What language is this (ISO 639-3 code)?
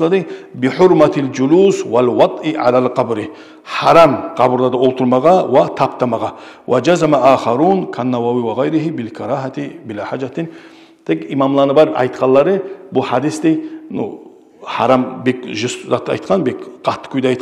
kum